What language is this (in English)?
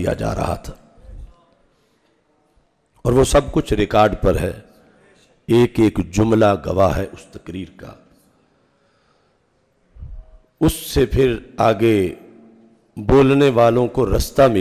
Urdu